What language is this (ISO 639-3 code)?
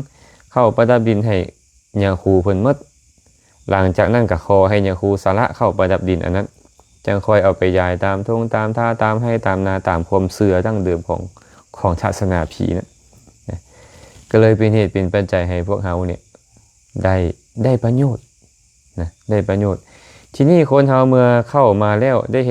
lao